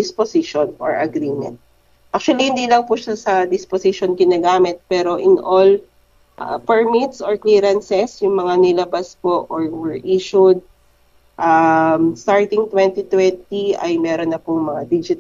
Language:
Filipino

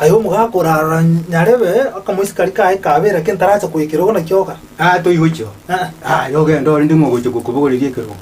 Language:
Gusii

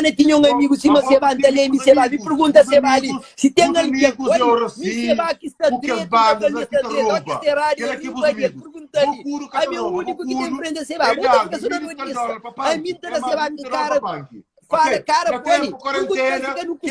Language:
Kabuverdianu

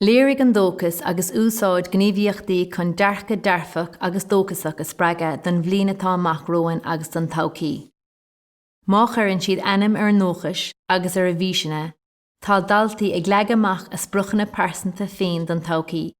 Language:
Irish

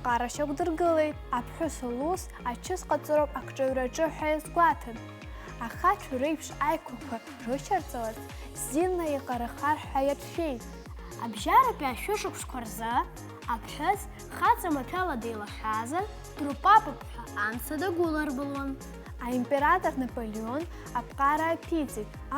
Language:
Abkhazian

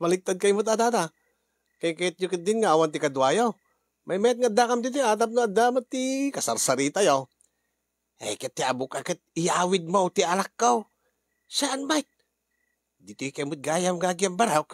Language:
Iloko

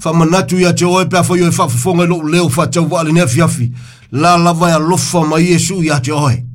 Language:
Samoan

